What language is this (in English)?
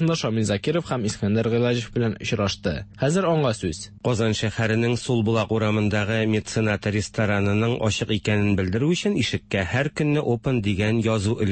Tatar